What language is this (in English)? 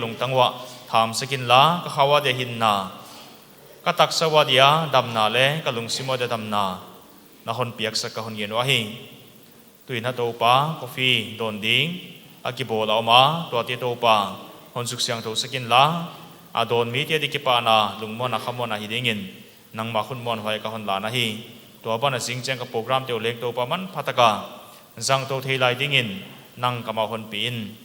Paite Chin